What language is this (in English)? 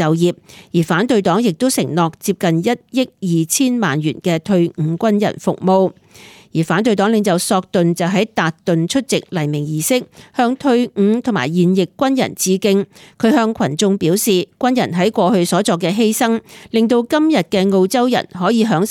Cantonese